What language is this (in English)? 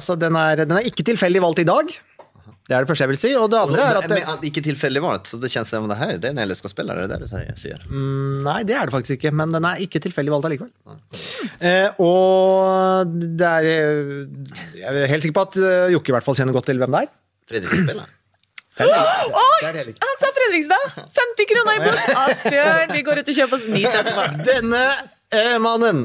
Norwegian